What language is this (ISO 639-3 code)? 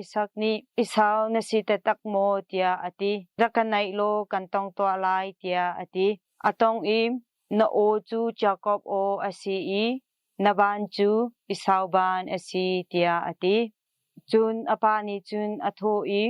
cnh